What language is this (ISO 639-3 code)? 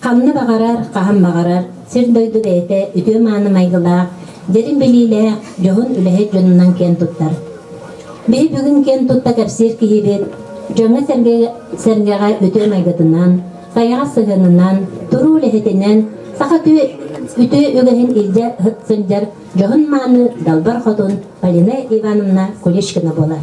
sah